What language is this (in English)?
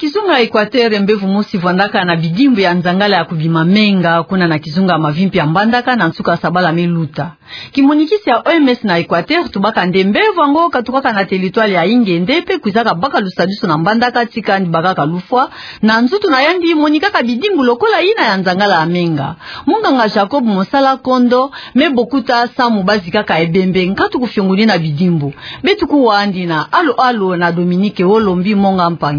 Kituba (Democratic Republic of Congo)